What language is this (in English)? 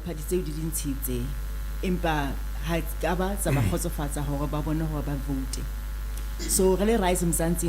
Southern Sotho